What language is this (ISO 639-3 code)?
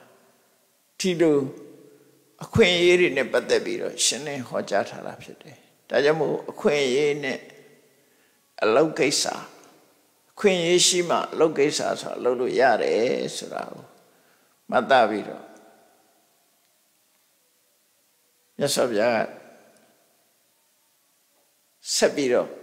mya